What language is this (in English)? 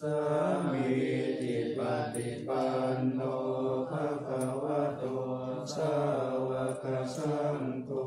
Pali